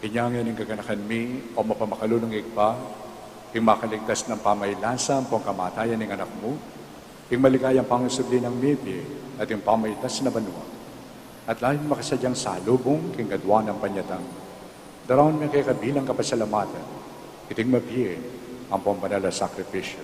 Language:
Pampanga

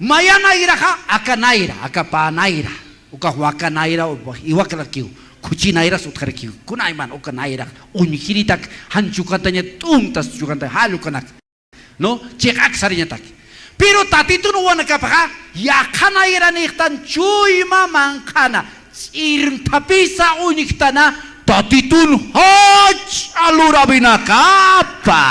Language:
Aymara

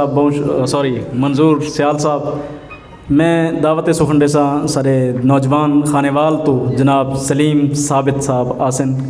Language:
Saraiki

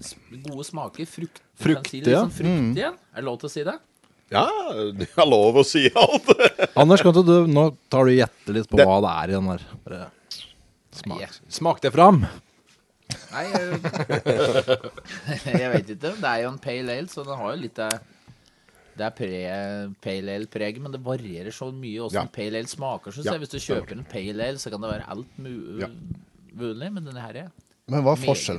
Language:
Norwegian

